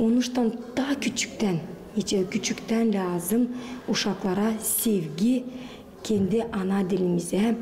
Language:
Gagauz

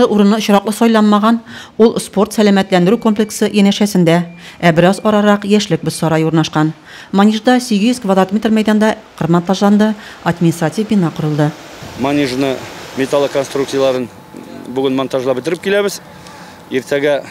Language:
Tatar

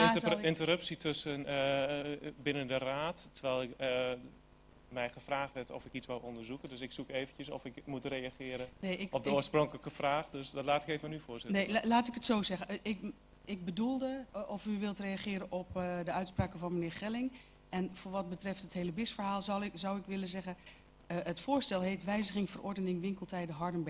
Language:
Dutch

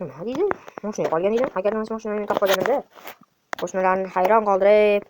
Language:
Uzbek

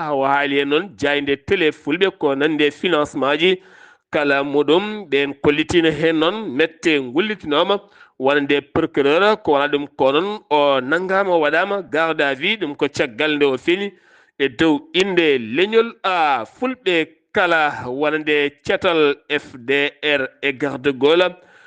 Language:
Fula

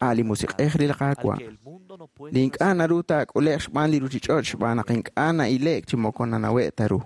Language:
Kekchí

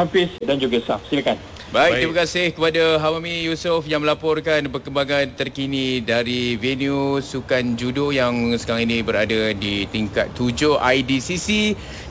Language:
Malay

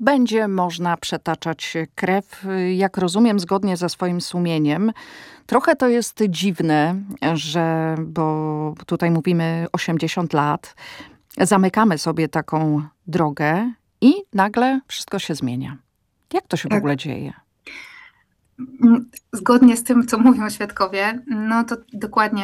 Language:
Polish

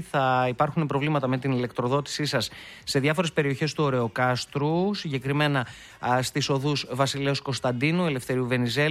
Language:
Greek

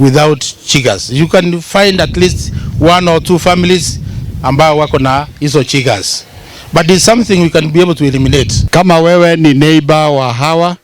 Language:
Gusii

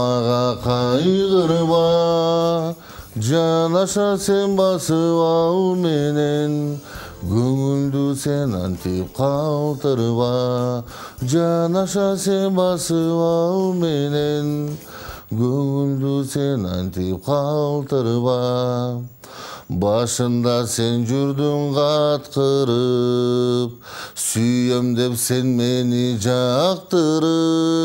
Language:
Kyrgyz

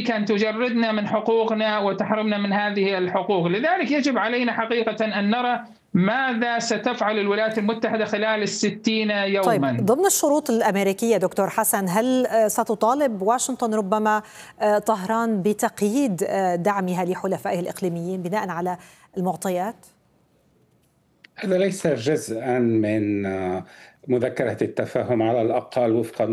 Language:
Arabic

